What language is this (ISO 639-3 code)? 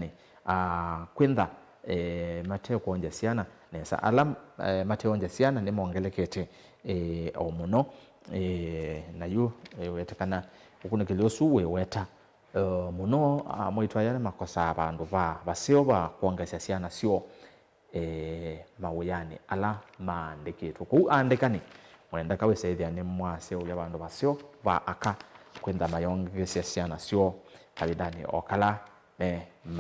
kam